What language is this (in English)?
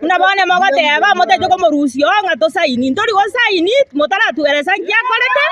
Gusii